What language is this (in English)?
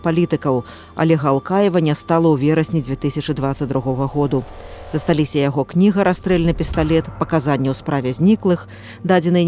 Belarusian